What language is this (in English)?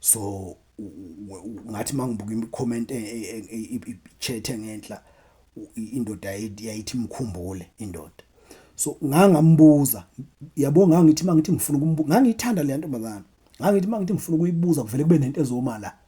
Zulu